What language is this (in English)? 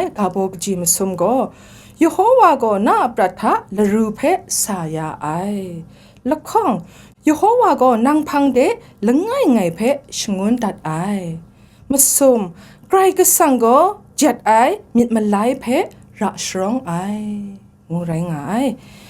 Kachin